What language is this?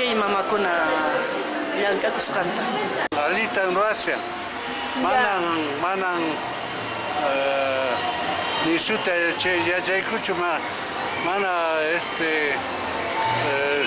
Quechua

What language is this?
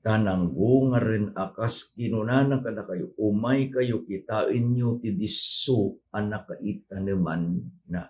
Iloko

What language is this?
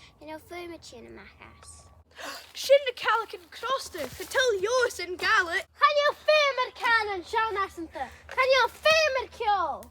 Scottish Gaelic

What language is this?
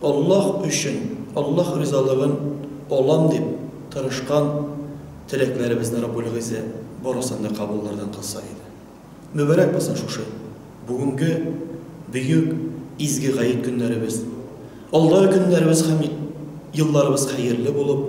Tatar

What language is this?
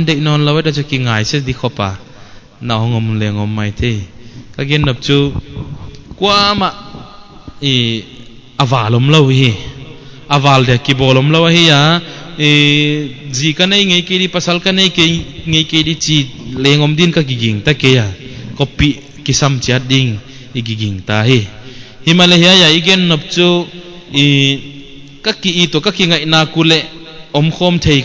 Paite Chin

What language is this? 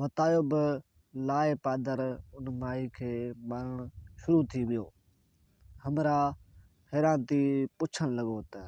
Sindhi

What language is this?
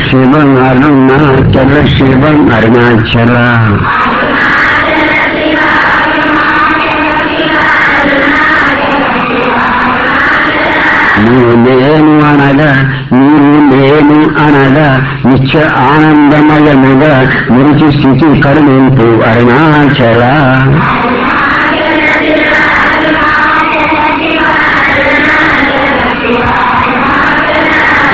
Telugu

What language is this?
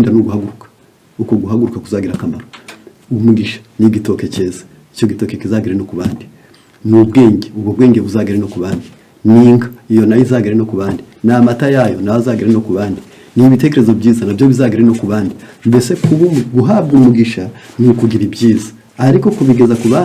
Kinyarwanda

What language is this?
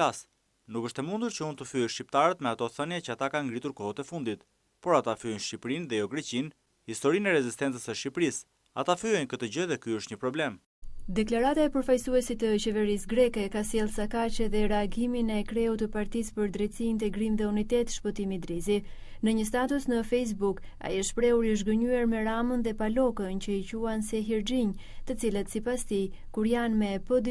Albanian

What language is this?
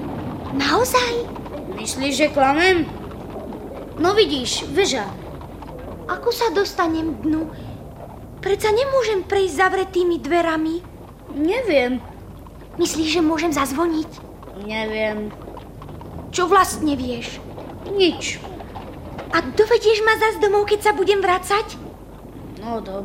Slovak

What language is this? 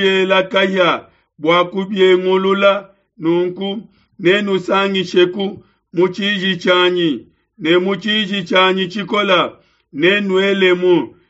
Luba-Lulua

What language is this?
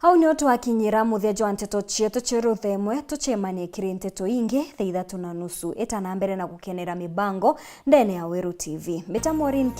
Meru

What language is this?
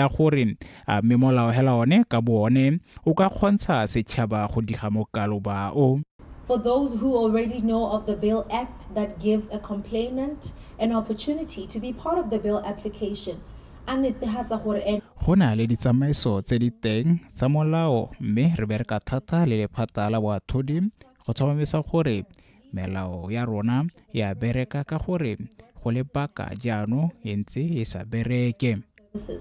Tswana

